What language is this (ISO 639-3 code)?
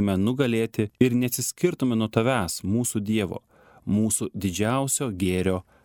lit